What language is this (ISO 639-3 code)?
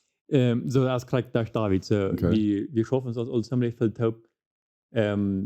pdt